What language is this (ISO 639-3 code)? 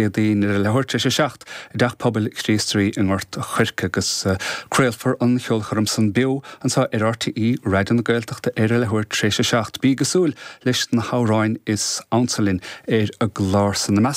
gle